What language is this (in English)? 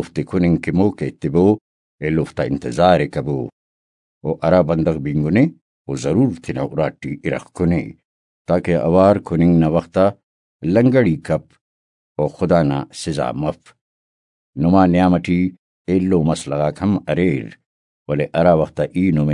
Brahui